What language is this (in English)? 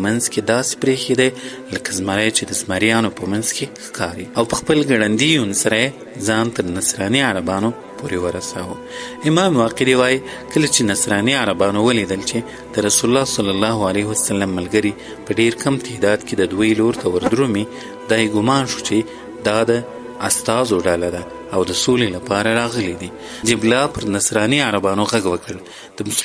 Pashto